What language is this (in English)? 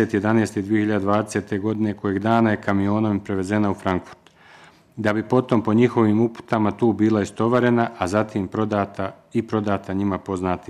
Bosnian